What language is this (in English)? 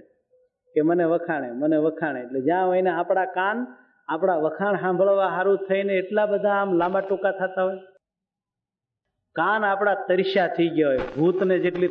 Gujarati